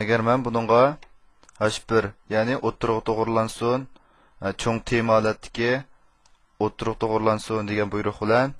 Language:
Uyghur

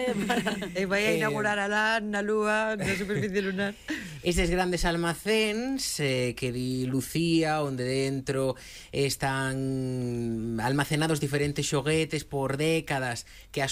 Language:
Galician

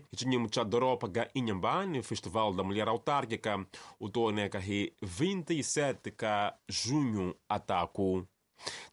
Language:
Tsonga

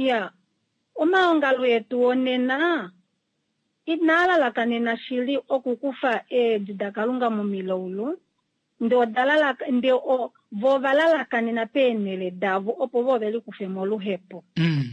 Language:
Kuanyama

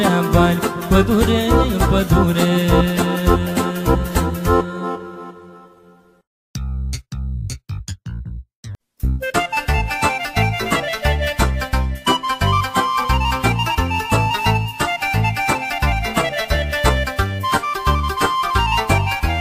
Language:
Romanian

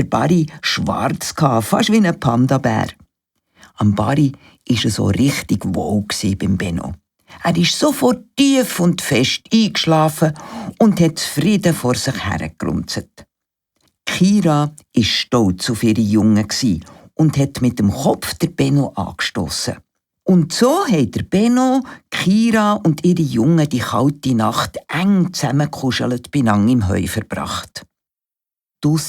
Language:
Swiss German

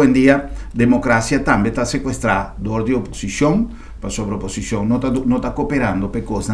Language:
Papiamento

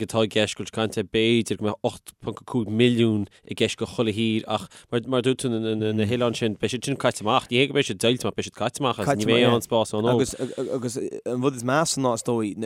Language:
Irish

